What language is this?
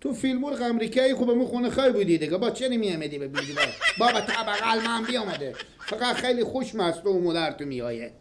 Persian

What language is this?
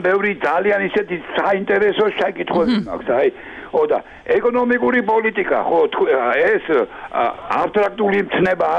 Georgian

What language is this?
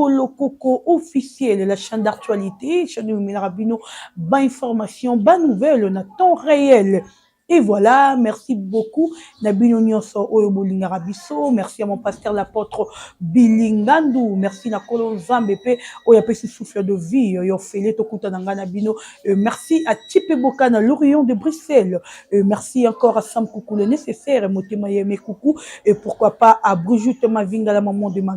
Lingala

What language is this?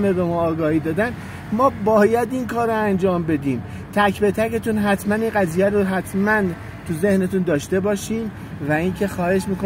Persian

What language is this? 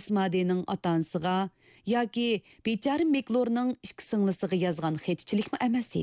Uyghur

